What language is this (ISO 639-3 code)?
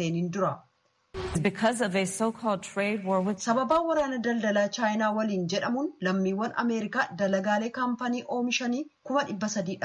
orm